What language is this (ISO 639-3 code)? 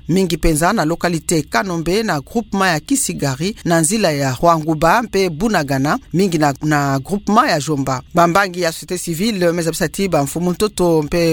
ktu